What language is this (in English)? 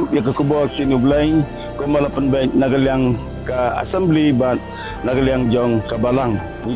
Khasi